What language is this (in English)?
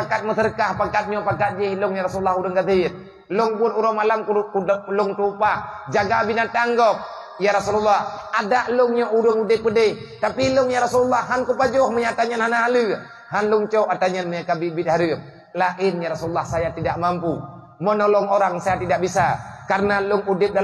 Achinese